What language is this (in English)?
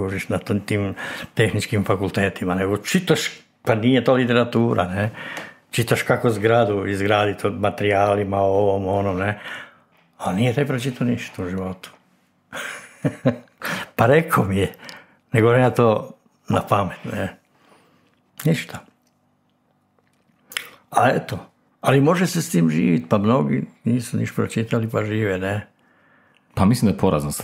Croatian